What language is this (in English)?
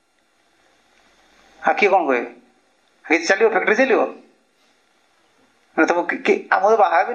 Odia